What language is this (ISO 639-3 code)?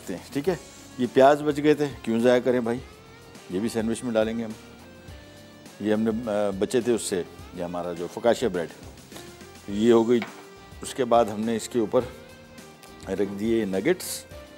hin